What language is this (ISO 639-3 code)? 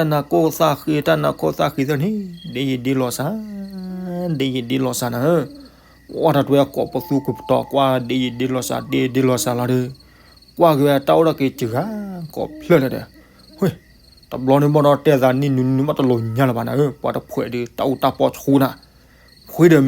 ksw